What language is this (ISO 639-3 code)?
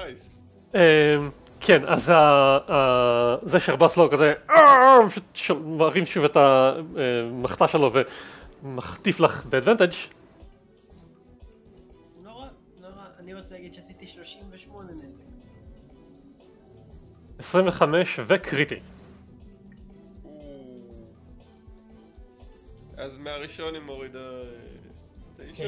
heb